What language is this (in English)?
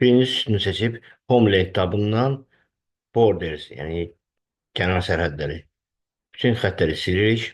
Azerbaijani